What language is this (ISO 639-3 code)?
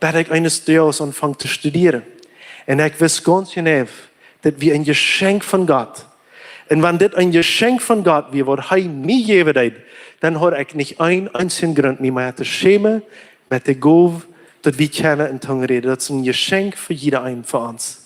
pdt